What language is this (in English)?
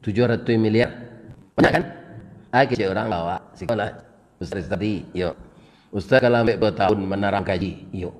Minangkabau